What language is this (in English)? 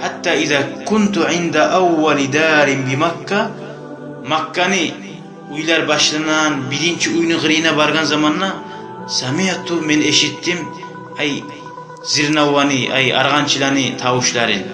Kumyk